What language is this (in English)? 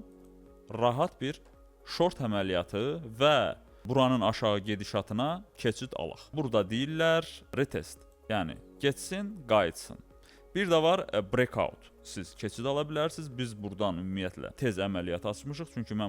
Azerbaijani